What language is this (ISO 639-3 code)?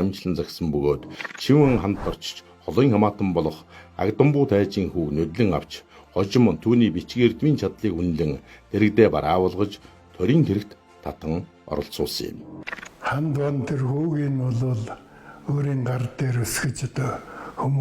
mon